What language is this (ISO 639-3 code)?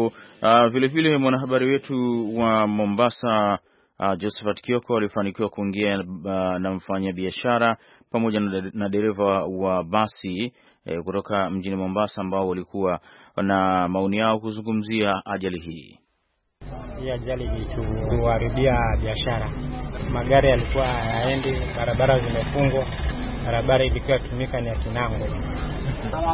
swa